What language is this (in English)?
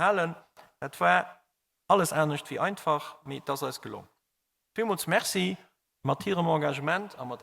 Luxembourgish